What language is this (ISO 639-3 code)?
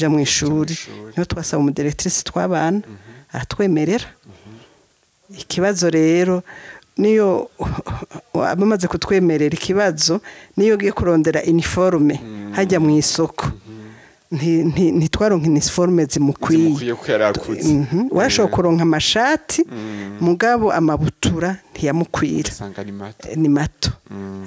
run